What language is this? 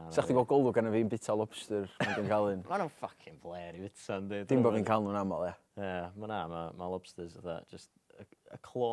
Welsh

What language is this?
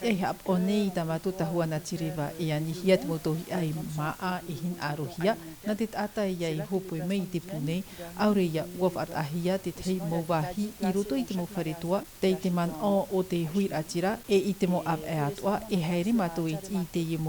Tahitian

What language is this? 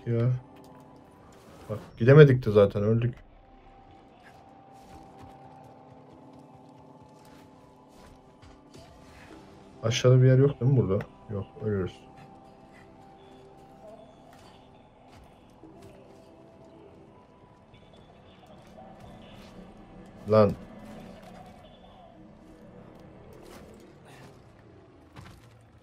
Turkish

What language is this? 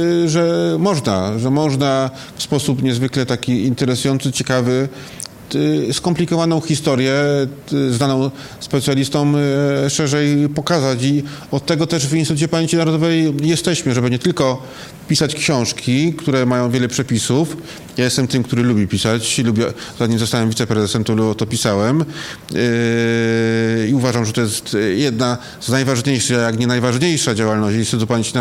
Polish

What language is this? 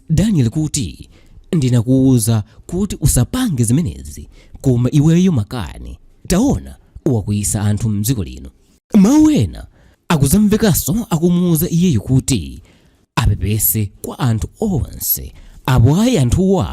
Nyanja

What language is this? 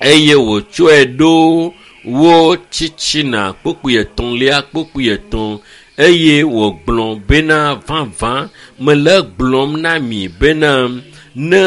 Ewe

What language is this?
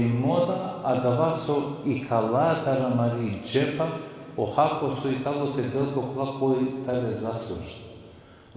Balkan Romani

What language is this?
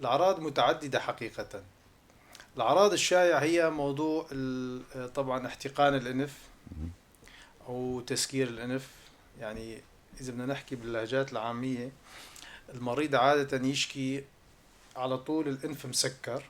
North Levantine Arabic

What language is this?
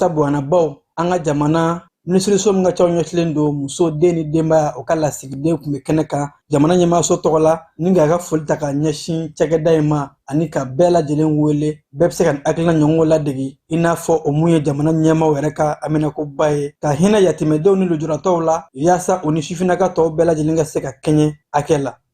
Bambara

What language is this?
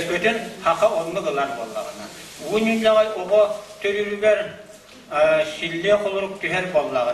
Yakut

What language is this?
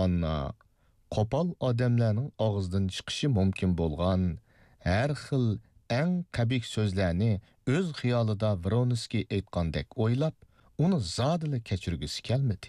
Uyghur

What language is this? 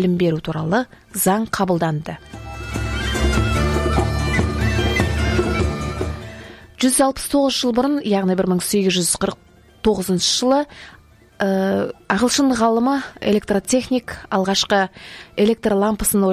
Kazakh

